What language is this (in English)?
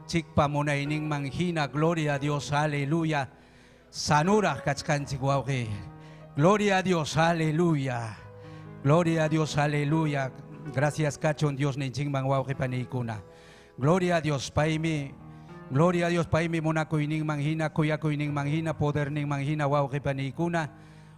Ayacucho Quechua